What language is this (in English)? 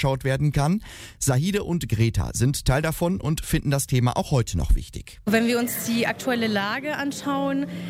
German